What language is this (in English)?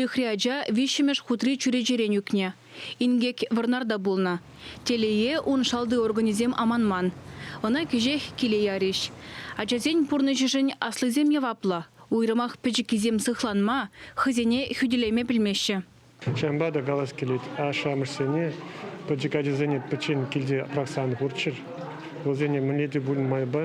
Chuvash